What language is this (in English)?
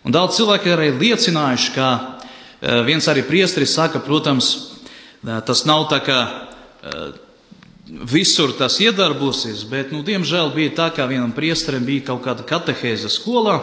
Latvian